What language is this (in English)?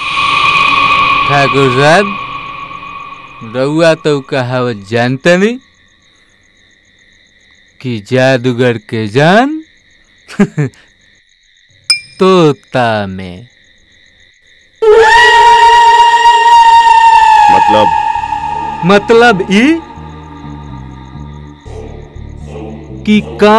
Bhojpuri